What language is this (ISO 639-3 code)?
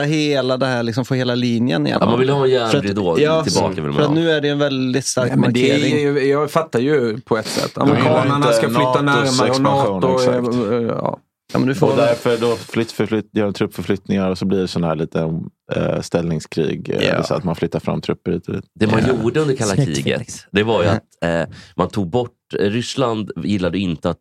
swe